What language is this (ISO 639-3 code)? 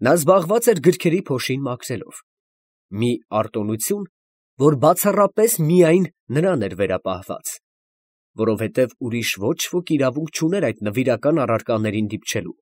hye